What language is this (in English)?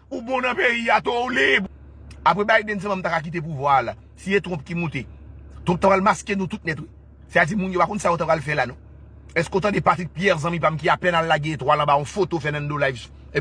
Haitian Creole